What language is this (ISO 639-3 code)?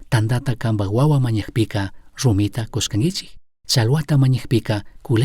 qug